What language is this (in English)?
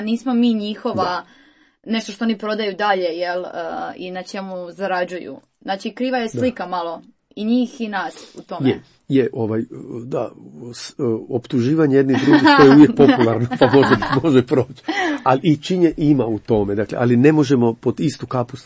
Croatian